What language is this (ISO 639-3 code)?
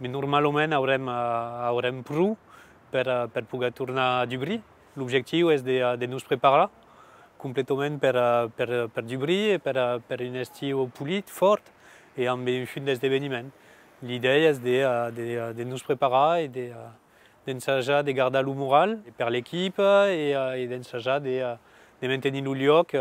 oci